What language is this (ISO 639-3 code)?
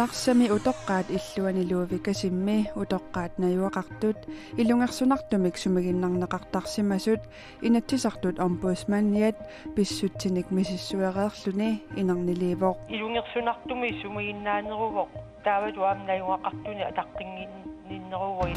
kal